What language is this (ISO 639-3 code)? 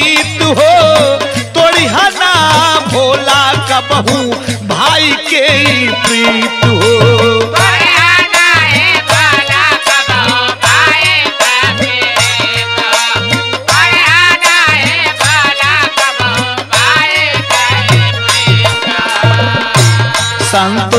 bho